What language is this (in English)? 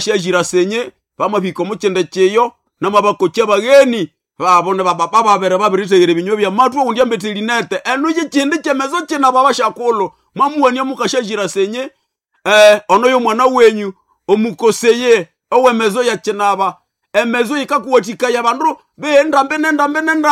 Nande